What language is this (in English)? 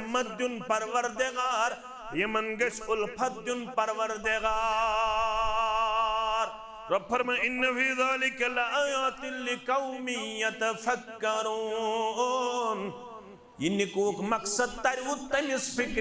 Kashmiri